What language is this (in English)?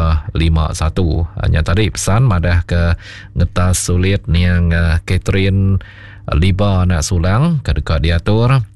Iban